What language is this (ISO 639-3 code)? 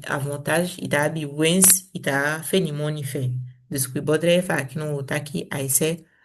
srm